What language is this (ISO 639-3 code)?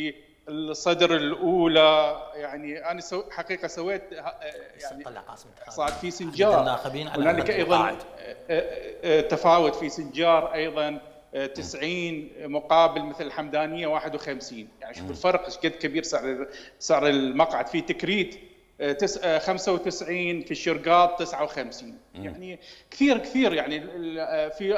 acm